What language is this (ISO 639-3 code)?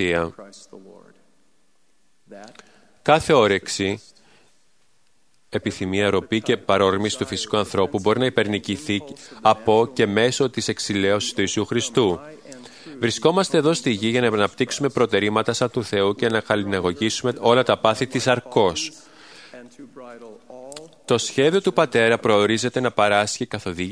ell